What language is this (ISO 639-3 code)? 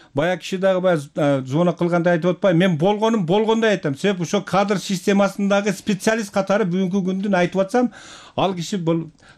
kir